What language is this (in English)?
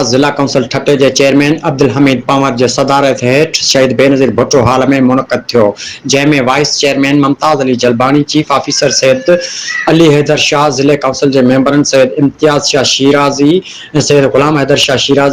Sindhi